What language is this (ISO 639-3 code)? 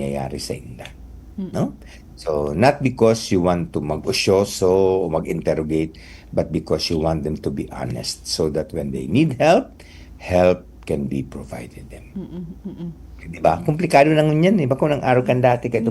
bik